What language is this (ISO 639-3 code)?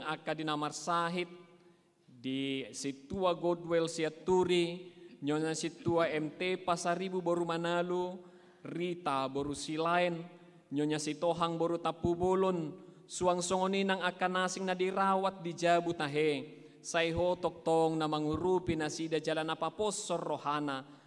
bbc